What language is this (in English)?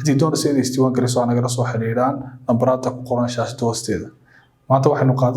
Somali